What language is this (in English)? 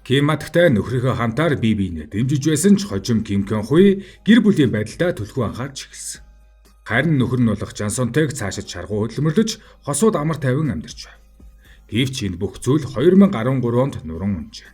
Mongolian